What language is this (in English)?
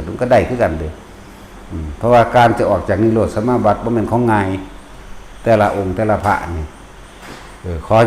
Northeastern Thai